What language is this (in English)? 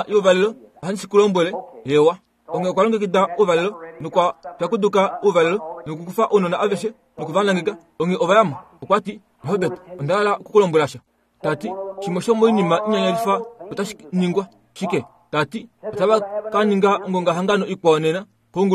Kuanyama